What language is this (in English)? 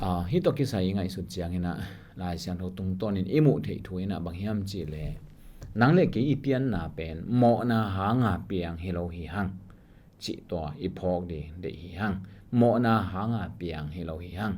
Tedim Chin